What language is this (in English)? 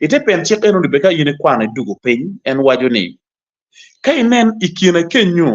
Acoli